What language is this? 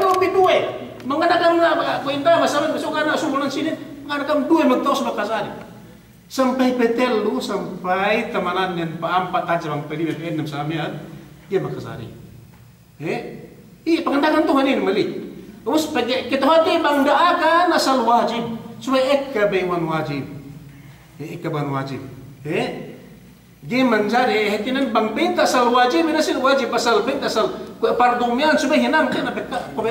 Yakan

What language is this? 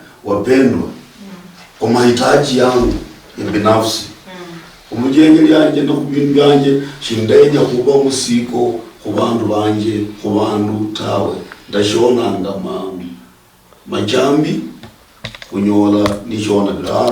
Luyia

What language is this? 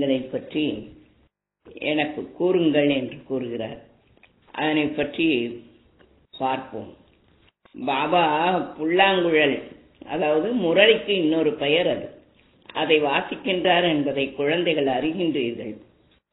Tamil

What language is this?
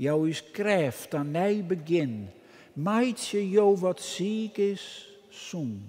Western Frisian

